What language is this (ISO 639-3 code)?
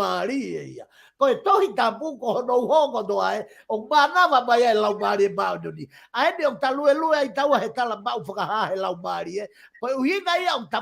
ton